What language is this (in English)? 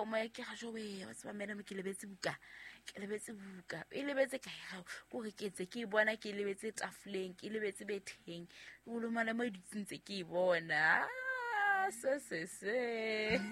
Southern Sotho